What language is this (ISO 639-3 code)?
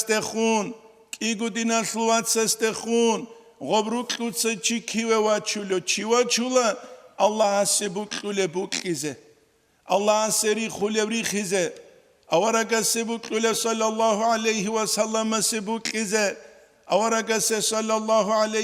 ava